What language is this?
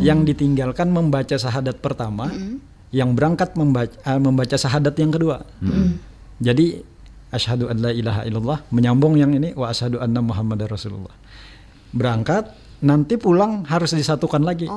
Banjar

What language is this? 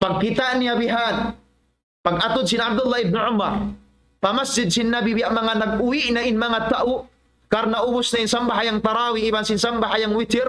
Tausug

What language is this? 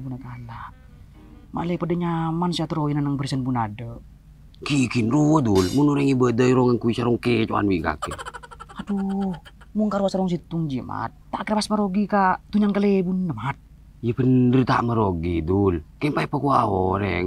Madurese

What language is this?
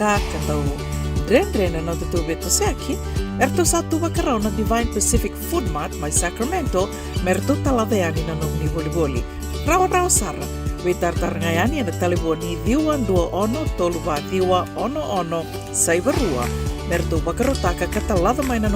Fijian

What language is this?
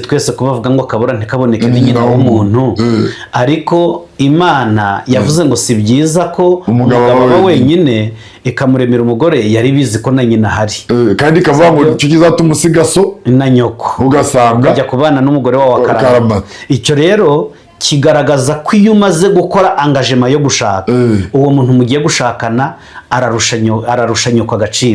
Kinyarwanda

